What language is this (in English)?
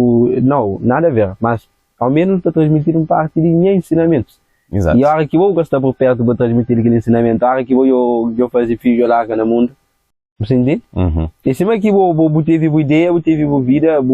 Kabuverdianu